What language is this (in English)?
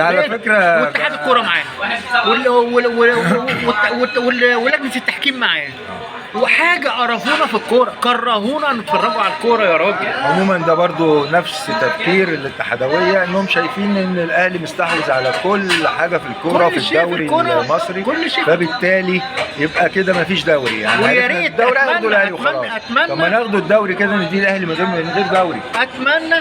Egyptian Arabic